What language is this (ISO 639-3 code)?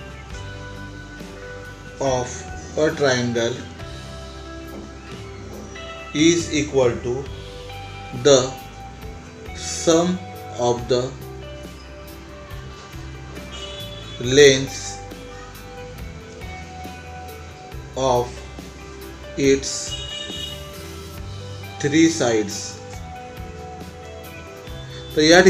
mar